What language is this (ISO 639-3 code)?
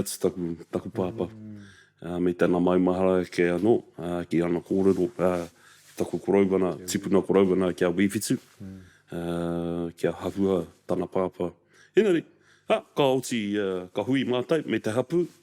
mri